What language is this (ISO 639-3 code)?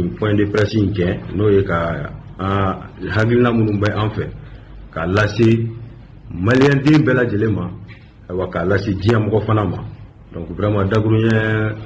bam